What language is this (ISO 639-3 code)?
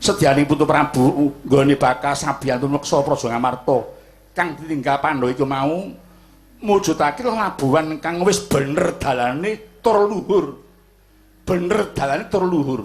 jav